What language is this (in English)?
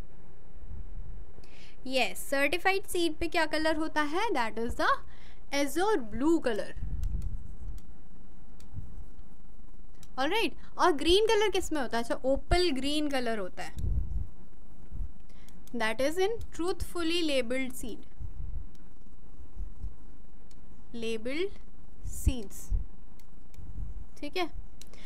Hindi